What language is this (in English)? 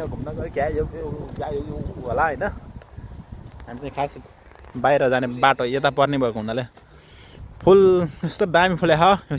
Nepali